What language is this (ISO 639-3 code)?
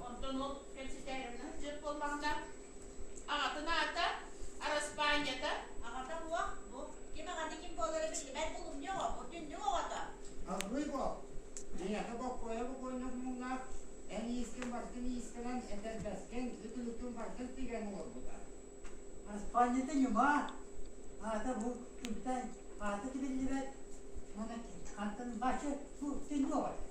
sah